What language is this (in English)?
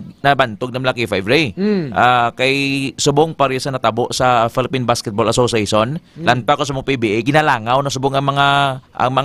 Hiligaynon